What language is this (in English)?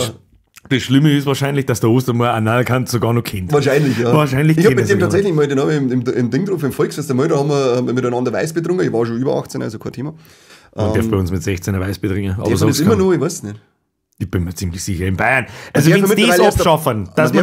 Bavarian